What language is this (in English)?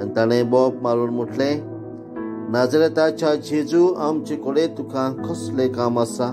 Konkani